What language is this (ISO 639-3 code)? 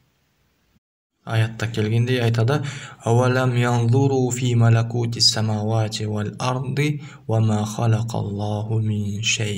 kaz